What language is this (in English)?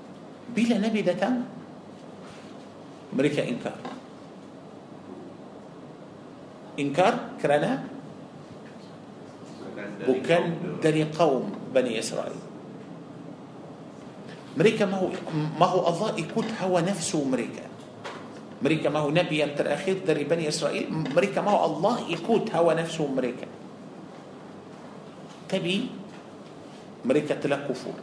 Malay